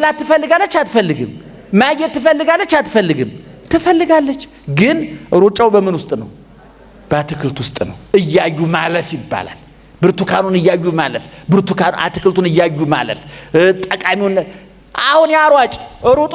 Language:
Amharic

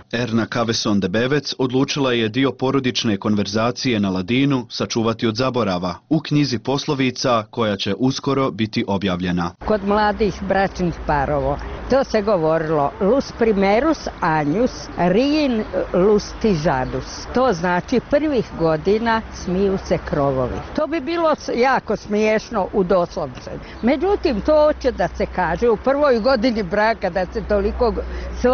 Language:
Bosnian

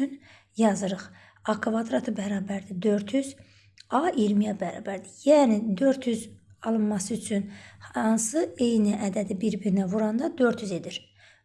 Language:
Azerbaijani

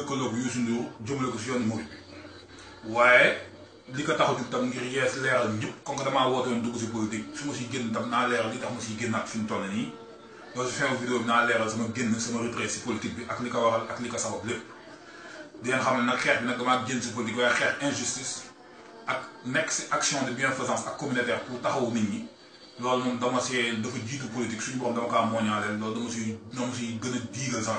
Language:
Wolof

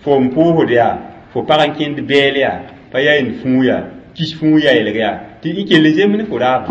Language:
Mossi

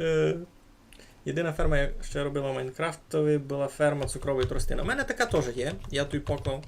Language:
Rusyn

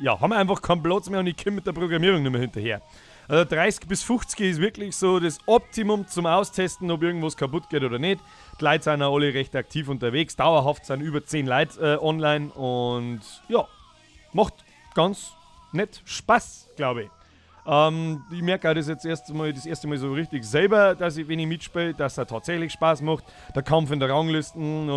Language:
Bavarian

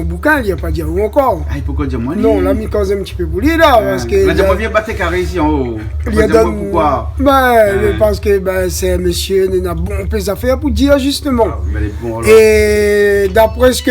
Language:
Réunion Creole French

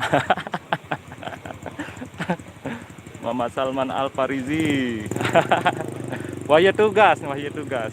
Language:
Sasak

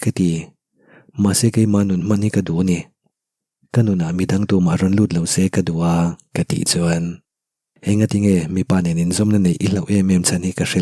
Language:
Mizo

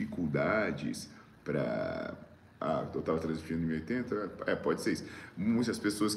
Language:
Portuguese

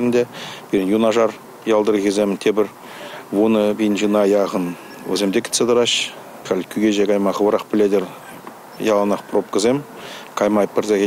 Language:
Chuvash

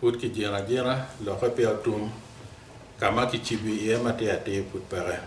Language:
Acoli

